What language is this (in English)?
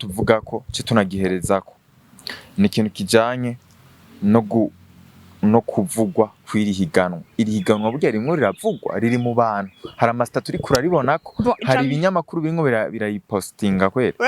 Rundi